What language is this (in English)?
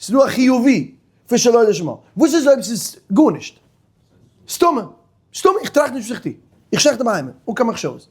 Yiddish